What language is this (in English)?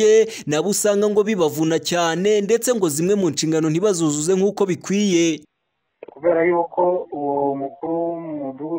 Kinyarwanda